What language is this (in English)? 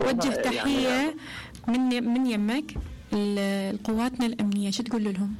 Mesopotamian Arabic